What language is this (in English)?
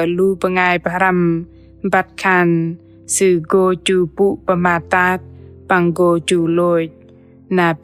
Bahnar